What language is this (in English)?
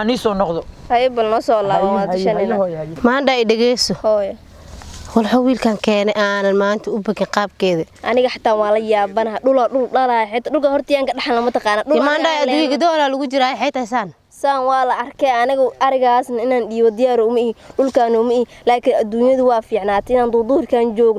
Somali